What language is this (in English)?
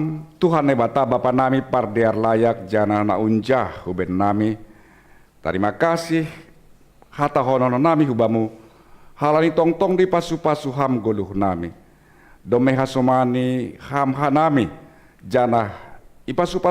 Batak Simalungun